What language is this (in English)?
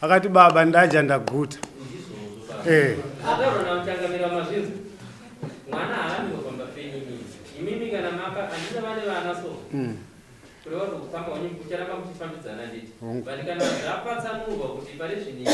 Shona